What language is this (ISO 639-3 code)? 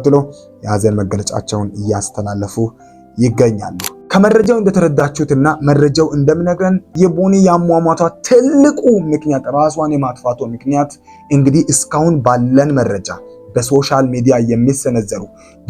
amh